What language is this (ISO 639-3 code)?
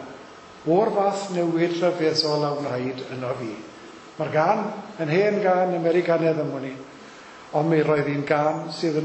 cym